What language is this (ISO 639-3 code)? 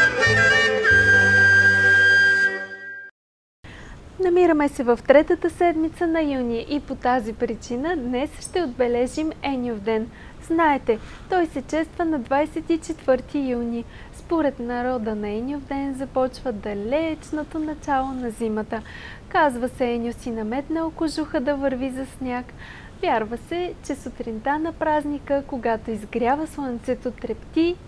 bul